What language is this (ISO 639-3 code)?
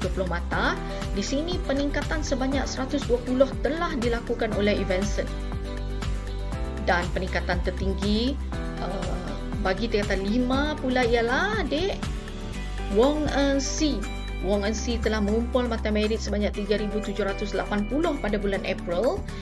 msa